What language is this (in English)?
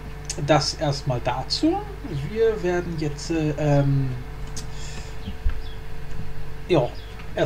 German